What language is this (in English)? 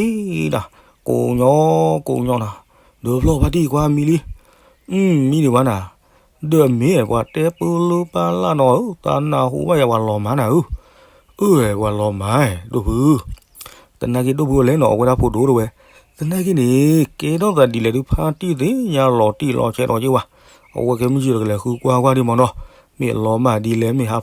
S'gaw Karen